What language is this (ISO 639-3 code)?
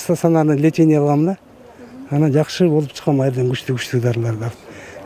kir